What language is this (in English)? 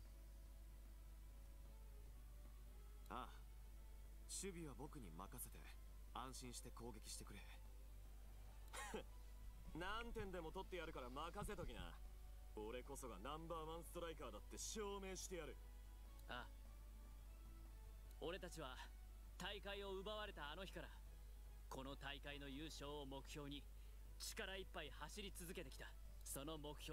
Japanese